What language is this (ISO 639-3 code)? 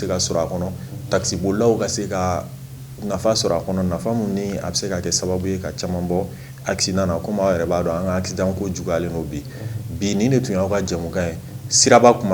bam